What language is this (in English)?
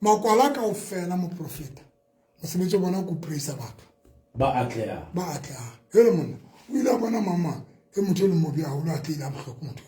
Southern Sotho